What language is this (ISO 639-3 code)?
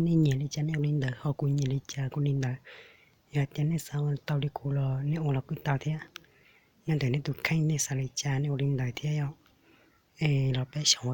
hmn